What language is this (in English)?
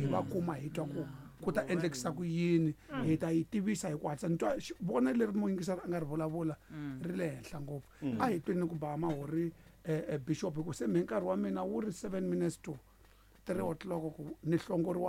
Tsonga